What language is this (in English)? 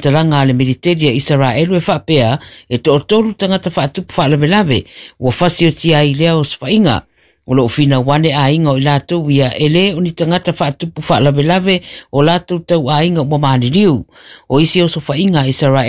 Samoan